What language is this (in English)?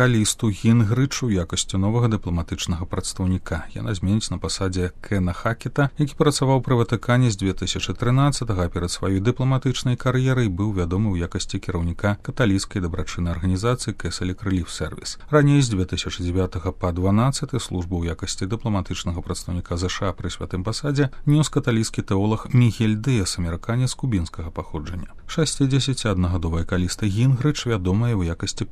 Belarusian